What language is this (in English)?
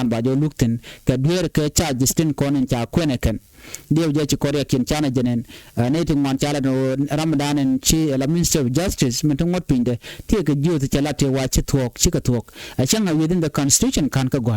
Nuer